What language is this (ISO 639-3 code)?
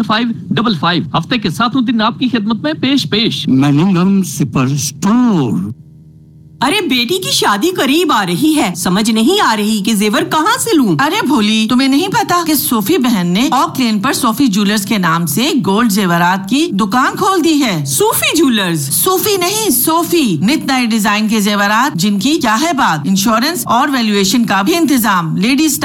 urd